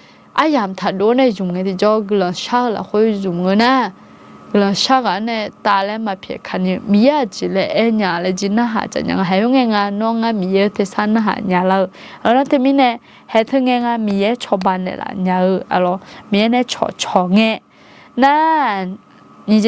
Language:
Akha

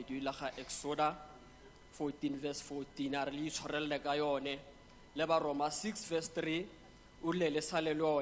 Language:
Tswana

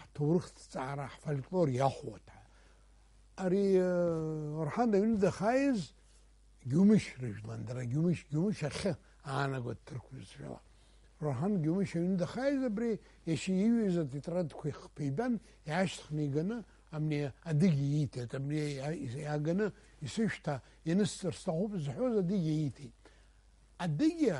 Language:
Abkhazian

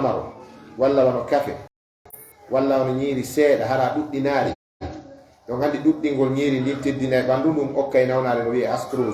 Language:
Fula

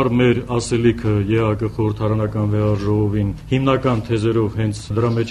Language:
Armenian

